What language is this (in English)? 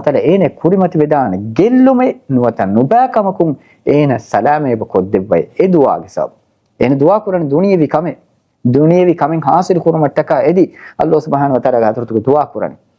Divehi